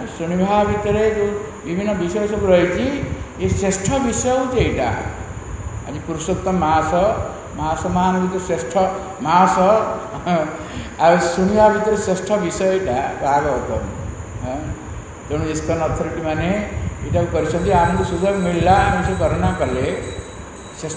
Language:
Odia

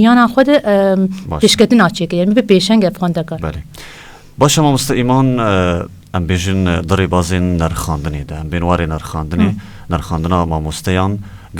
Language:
Kurdish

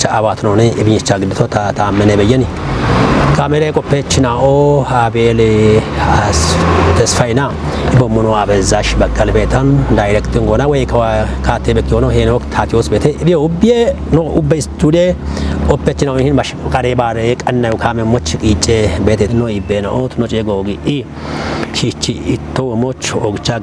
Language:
Kafa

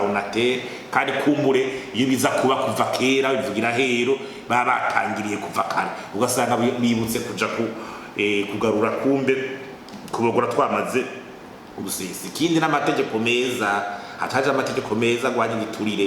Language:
Rundi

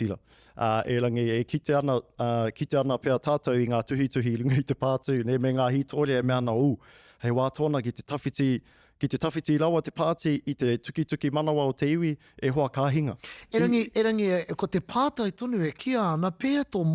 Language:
Māori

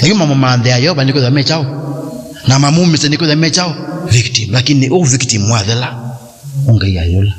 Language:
Kamba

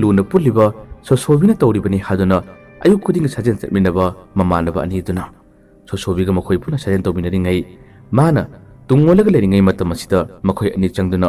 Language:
Manipuri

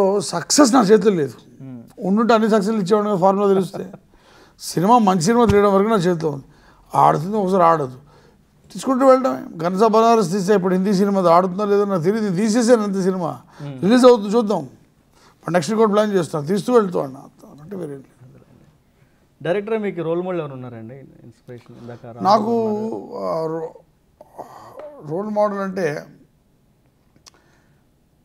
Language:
Telugu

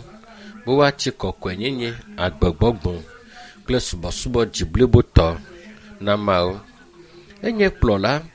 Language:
Ewe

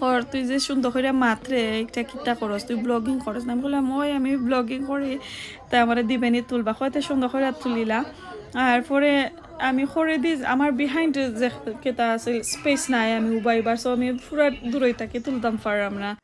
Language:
Sylheti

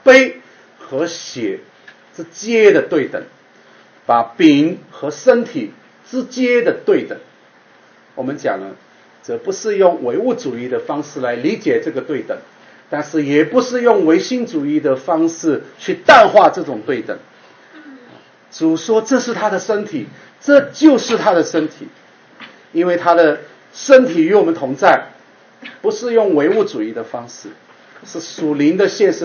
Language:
Chinese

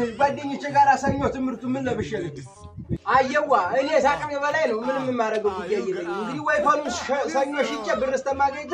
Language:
Amharic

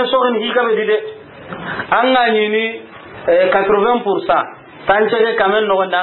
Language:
Soninke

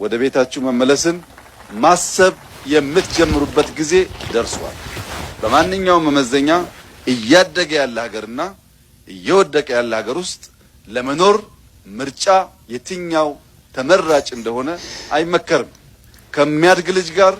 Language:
Amharic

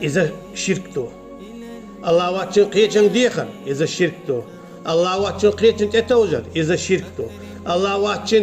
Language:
Chechen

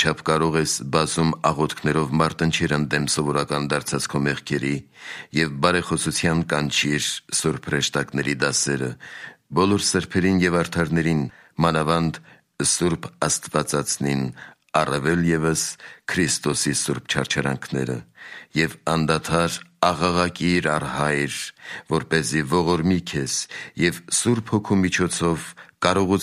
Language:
Armenian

